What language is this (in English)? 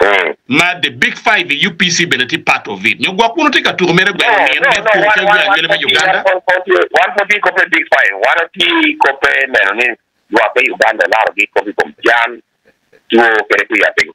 Acoli